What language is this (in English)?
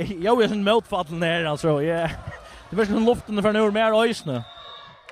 Faroese